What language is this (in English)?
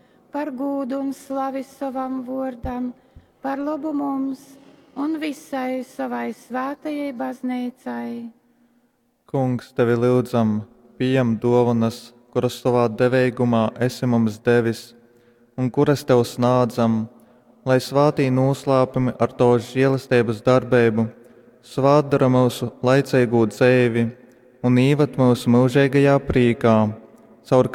Latgalian